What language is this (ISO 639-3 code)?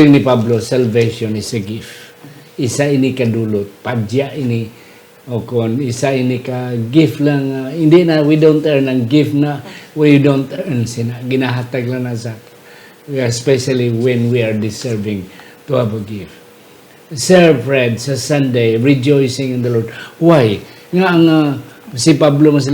hil